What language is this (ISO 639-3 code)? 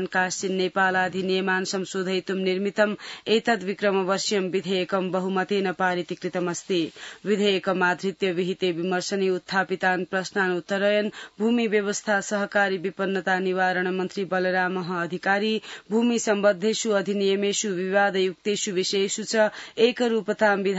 san